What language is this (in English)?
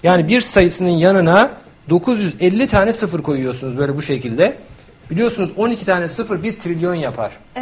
Turkish